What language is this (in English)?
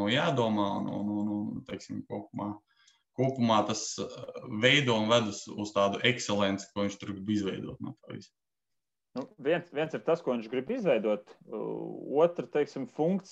Latvian